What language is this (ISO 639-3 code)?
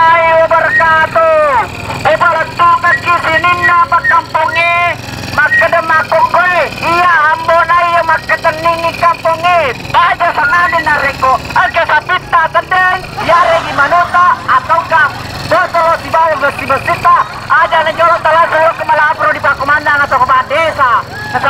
bug